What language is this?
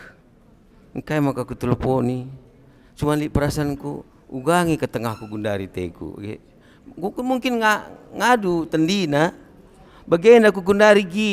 Batak Karo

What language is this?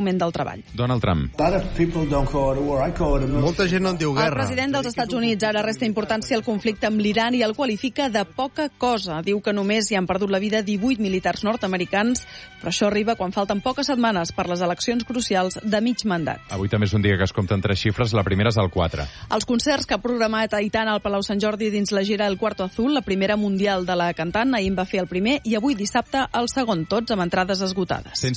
Catalan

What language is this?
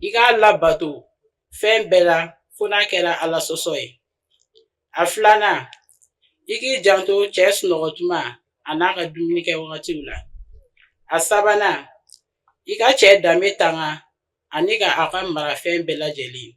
Bambara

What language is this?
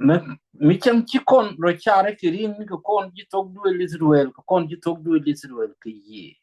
Nuer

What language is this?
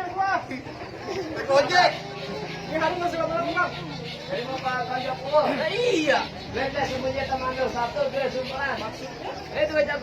Betawi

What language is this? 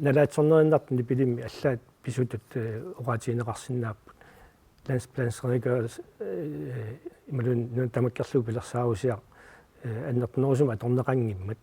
Kalaallisut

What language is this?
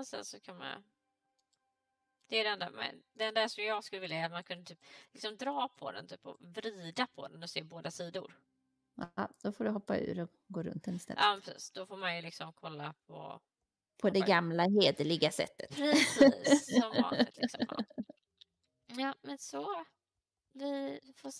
Swedish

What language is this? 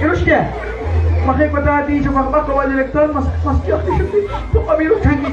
Kekchí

